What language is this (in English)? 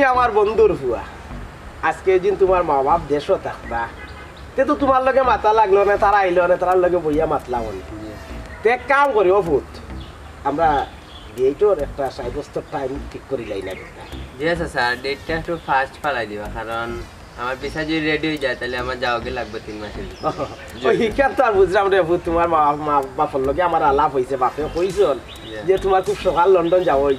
Sylheti